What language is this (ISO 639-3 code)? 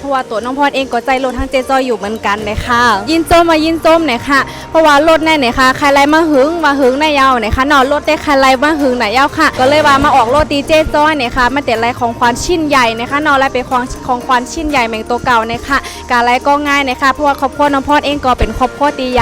shn